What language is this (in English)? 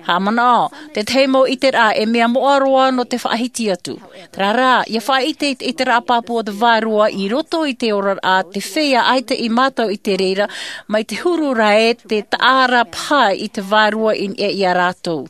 Tahitian